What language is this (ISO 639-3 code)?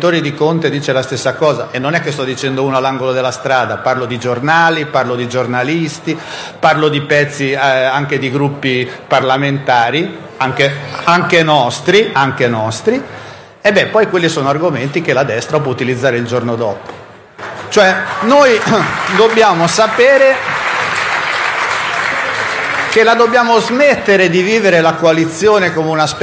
ita